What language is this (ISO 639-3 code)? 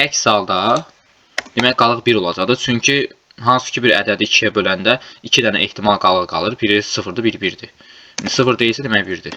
aze